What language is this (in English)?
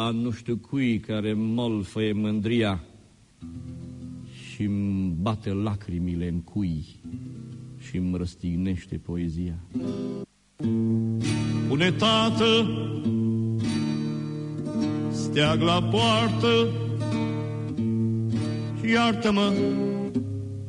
Romanian